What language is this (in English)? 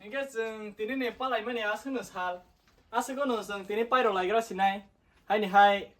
Kok Borok